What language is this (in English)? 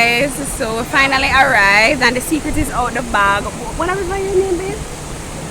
Jamaican Creole English